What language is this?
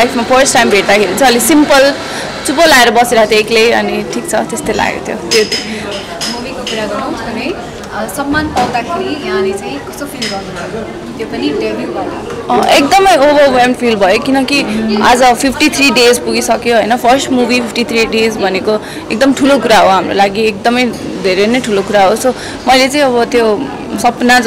Nepali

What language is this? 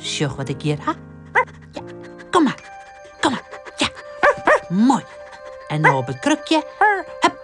Western Frisian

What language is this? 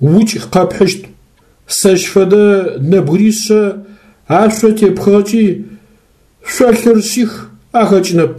Adyghe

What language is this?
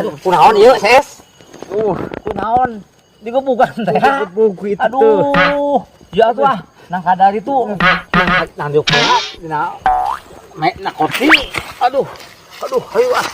Sundanese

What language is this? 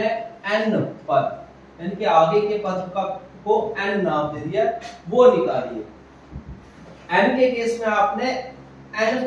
Hindi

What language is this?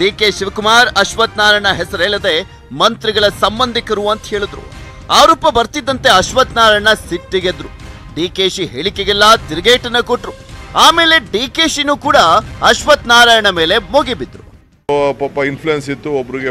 Kannada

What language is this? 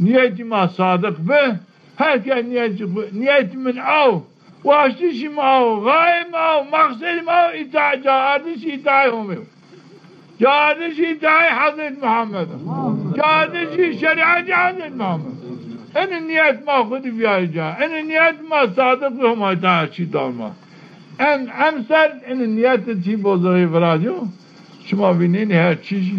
Zaza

